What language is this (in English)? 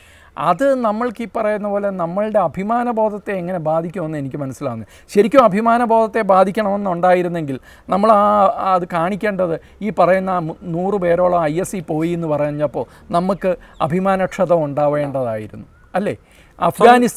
Malayalam